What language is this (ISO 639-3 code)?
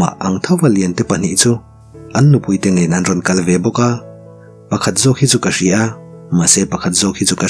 lus